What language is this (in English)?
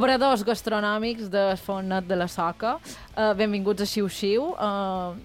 Catalan